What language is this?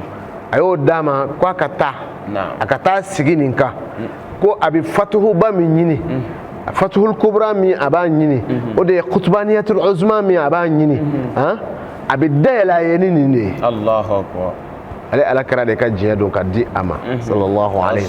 Bambara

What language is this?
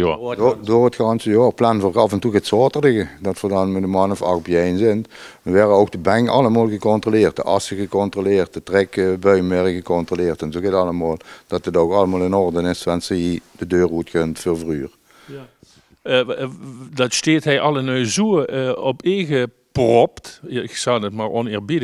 Limburgish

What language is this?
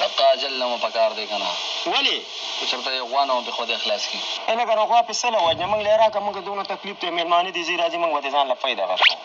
Pashto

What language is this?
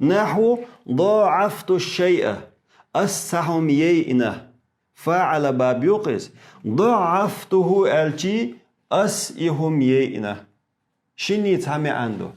Chechen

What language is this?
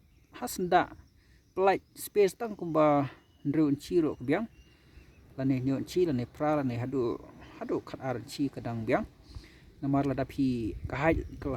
Khasi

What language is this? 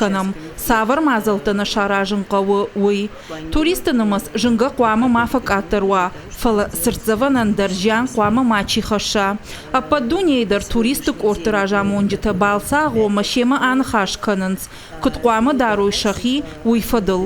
Ossetic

